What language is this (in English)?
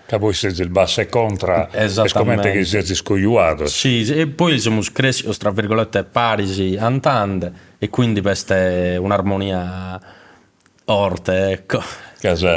Sardinian